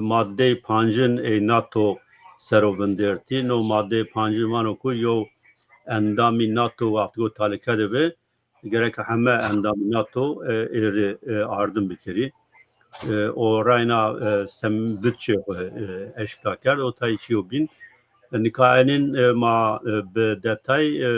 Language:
Zaza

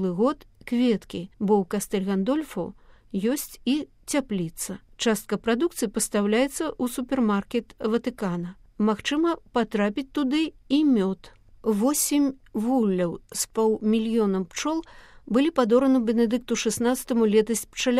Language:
Belarusian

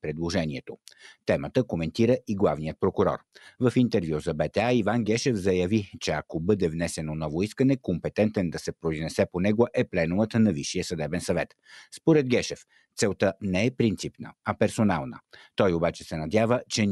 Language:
Bulgarian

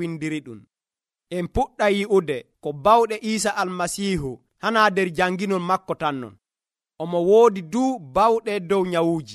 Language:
Nigerian Fulfulde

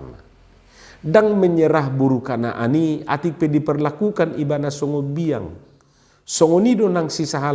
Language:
Batak Toba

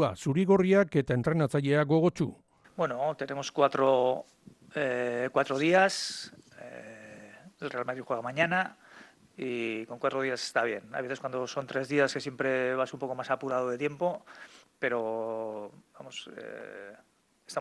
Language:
Basque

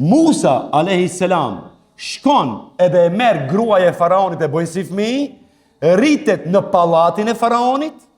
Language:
Albanian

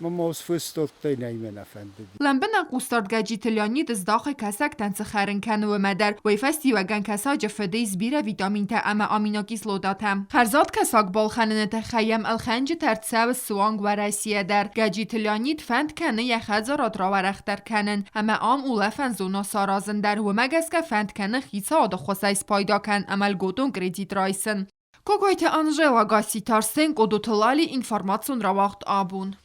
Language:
Ossetic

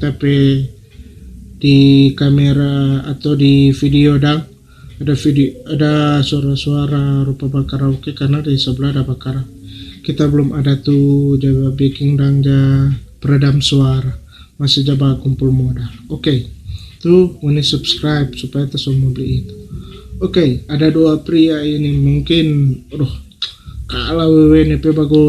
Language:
Manado Malay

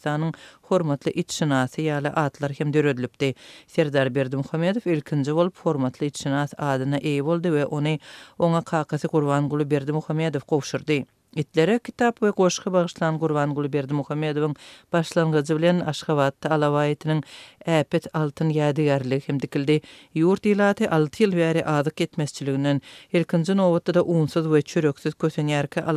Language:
Turkmen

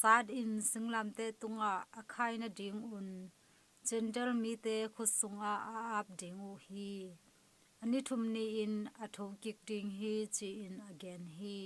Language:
Tedim Chin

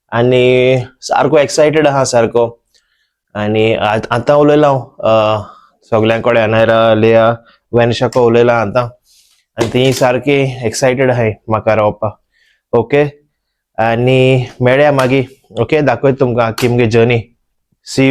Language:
Konkani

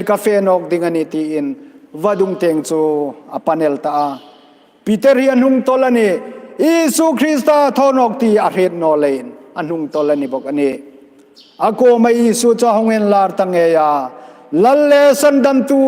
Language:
Hmar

